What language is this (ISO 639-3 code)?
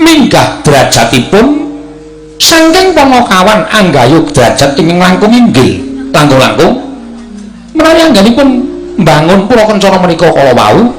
jav